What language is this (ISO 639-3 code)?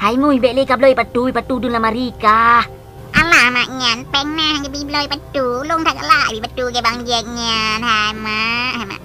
ace